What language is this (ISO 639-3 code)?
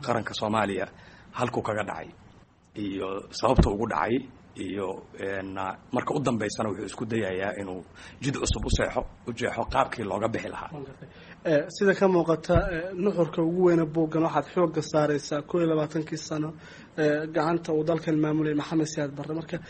som